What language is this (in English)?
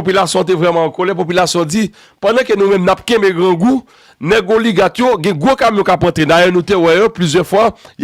Haitian Creole